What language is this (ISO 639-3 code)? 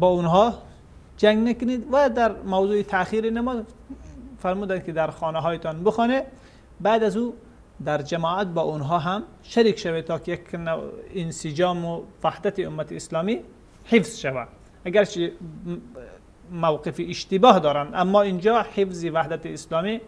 fas